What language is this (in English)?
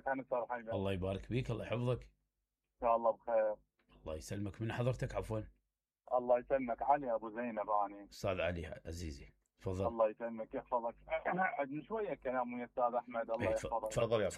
Mesopotamian Arabic